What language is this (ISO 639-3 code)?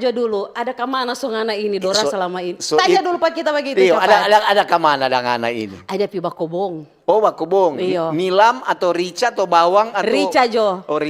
xmm